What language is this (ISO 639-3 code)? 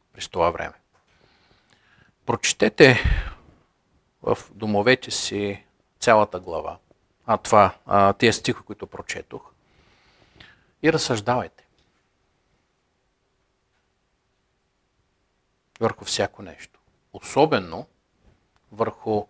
bul